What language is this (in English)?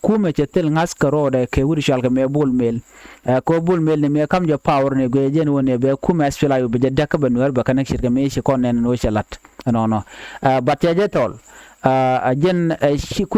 Nuer